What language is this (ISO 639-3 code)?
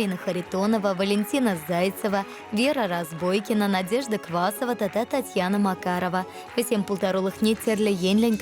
chv